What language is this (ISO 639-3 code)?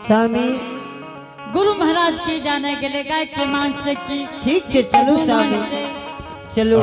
anp